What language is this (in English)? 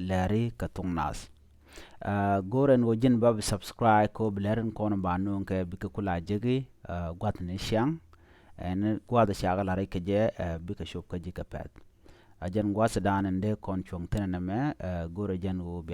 Nuer